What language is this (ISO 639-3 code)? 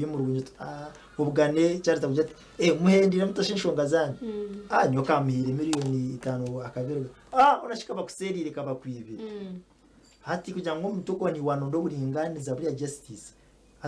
nyn